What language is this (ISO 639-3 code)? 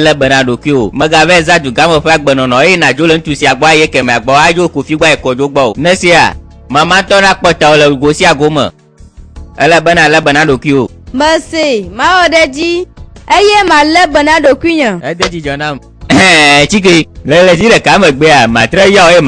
gej